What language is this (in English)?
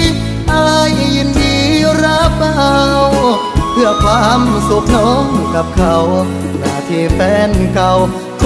Thai